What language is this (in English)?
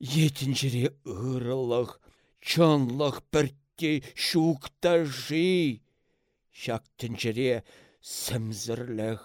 Chuvash